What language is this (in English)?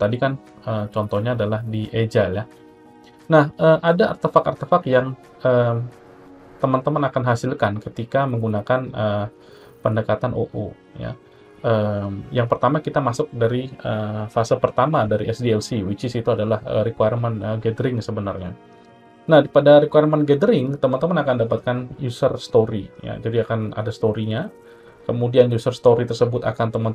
Indonesian